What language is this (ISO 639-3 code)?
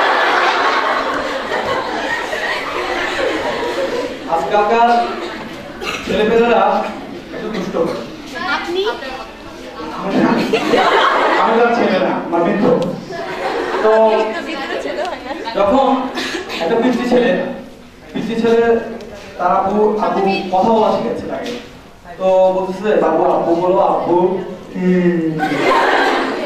ben